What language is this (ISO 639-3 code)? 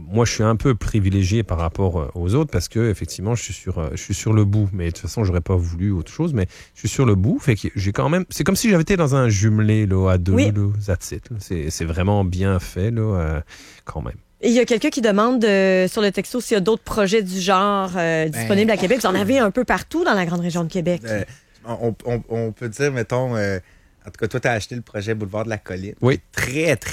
fra